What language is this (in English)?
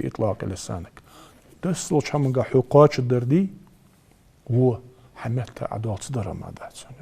Ingush